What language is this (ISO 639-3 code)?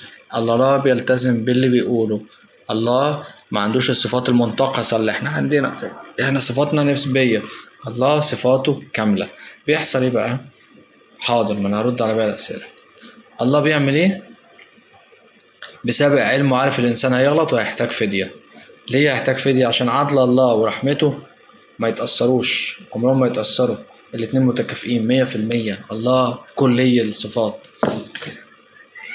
arz